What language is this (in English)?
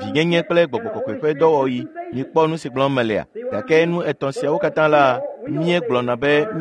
Ewe